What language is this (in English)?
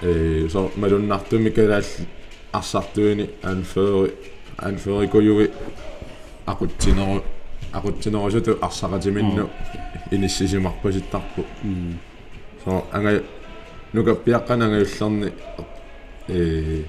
Kalaallisut